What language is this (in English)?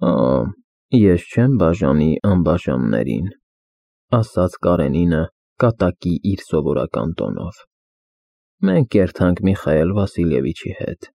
Armenian